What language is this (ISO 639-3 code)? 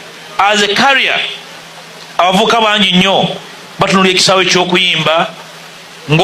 lug